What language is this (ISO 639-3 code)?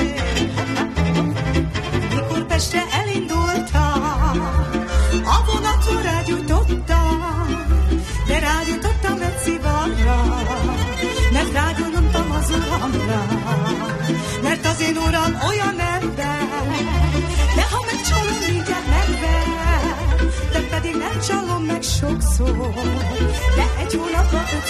hun